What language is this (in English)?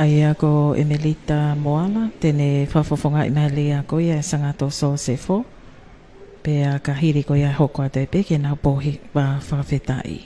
Tongan